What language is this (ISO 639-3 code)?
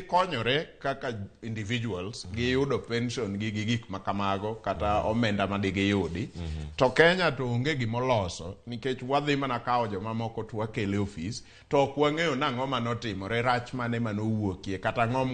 luo